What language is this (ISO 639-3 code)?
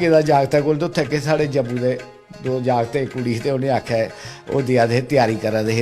doi